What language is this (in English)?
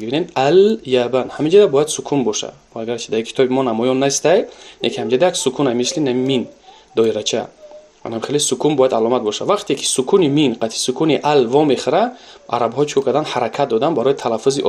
Tajik